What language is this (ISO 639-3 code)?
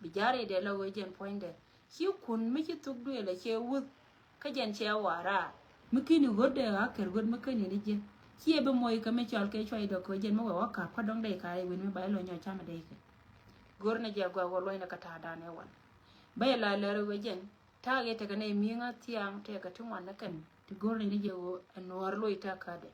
nus